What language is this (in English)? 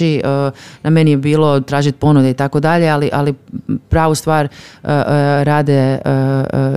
Croatian